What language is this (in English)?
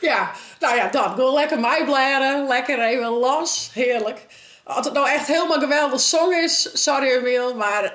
Western Frisian